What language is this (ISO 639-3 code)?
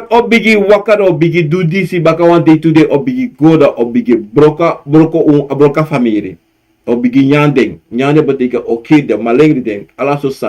srn